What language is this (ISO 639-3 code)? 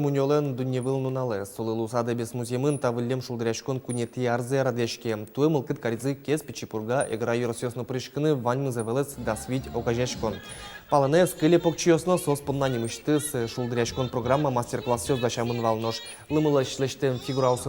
udm